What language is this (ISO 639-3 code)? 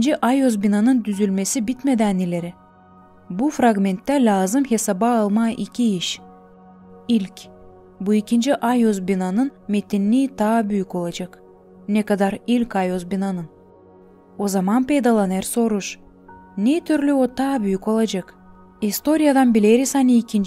gag